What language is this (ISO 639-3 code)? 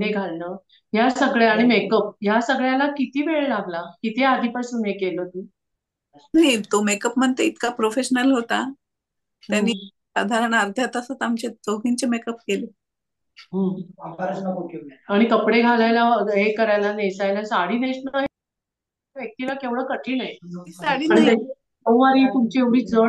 mar